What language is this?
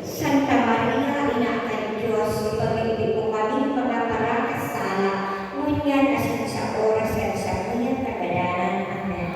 Bikol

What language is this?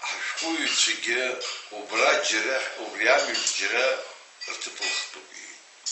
Abkhazian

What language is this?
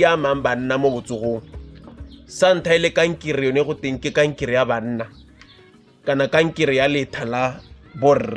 Tswana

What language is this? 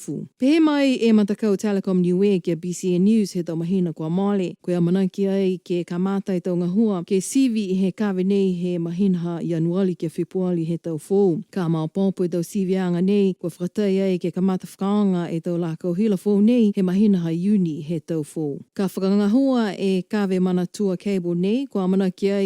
Niuean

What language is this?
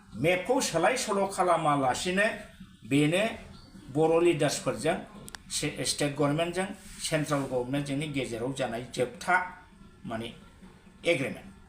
Bodo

